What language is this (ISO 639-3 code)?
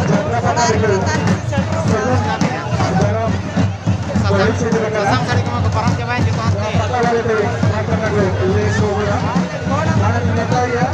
sat